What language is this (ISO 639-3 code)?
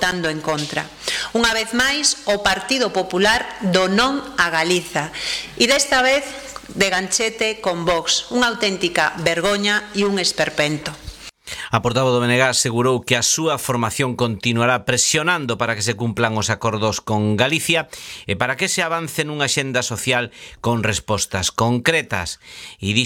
glg